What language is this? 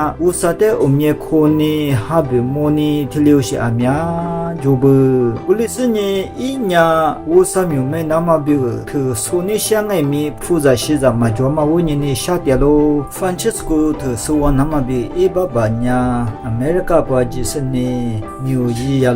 Lisu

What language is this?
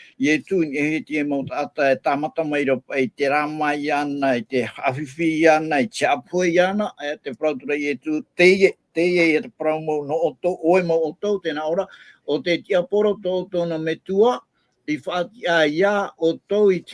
Tahitian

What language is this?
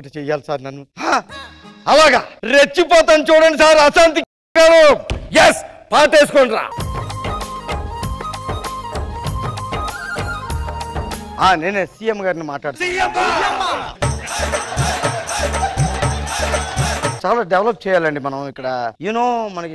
Telugu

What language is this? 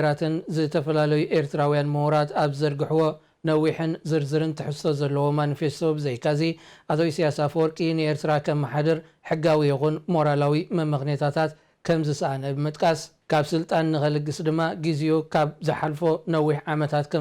Tigrinya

